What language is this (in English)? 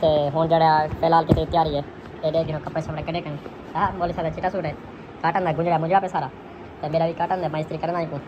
Saraiki